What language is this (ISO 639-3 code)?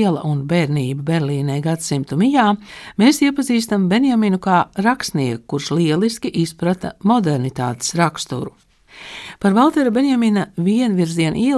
lav